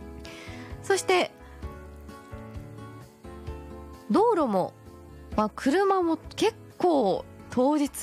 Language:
Japanese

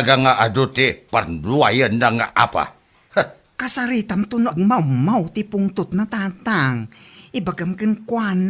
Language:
Iloko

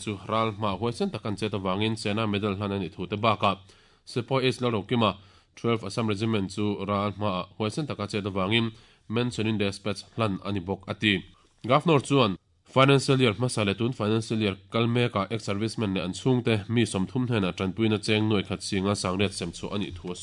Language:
Mizo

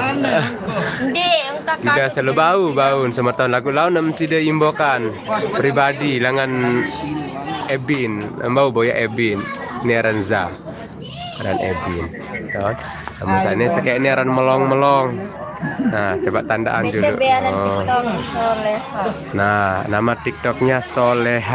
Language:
Sasak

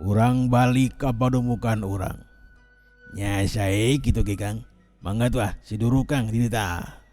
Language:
Sundanese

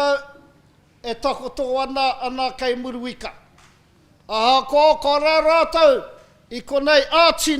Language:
Māori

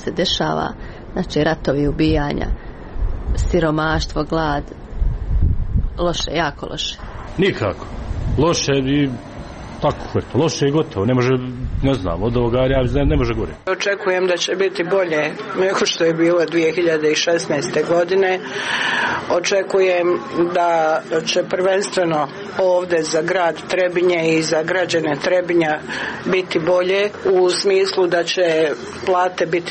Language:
Serbian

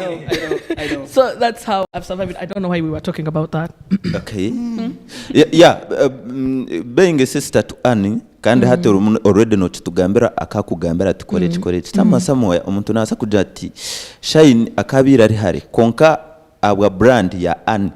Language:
Nyankole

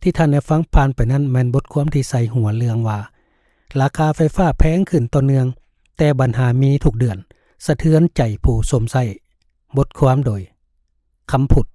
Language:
Lao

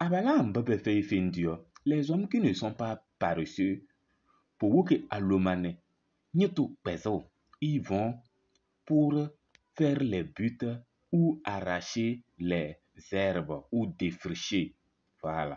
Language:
Kabiyè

